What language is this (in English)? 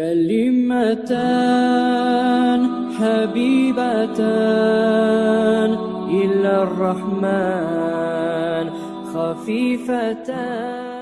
Kumyk